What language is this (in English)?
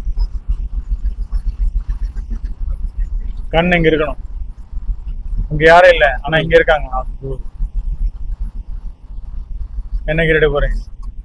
Tamil